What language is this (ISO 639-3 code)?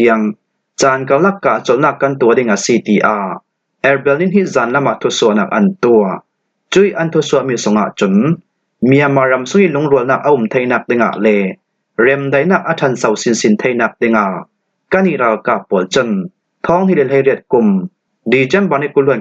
cfm